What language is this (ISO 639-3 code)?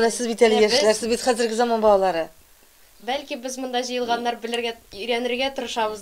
tat